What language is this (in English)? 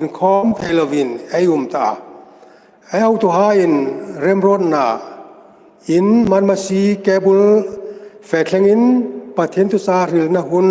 Hmar